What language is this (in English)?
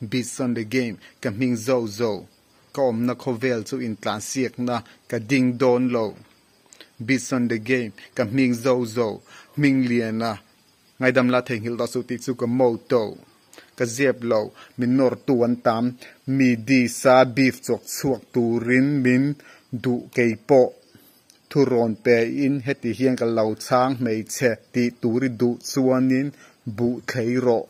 Mizo